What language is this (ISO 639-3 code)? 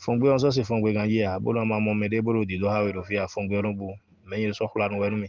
fon